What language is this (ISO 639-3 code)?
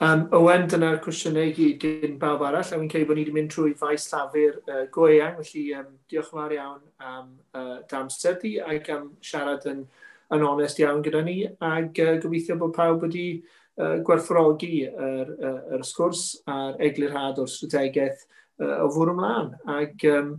cym